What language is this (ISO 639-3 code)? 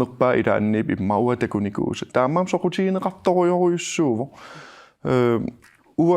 kal